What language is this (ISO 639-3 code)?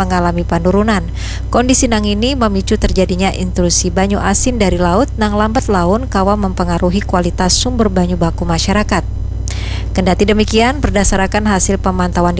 bjn